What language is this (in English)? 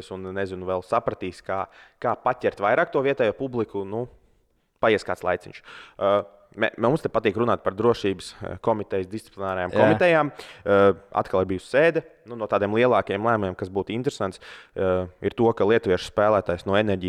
Latvian